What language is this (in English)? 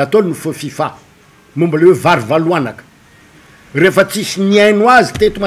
Malagasy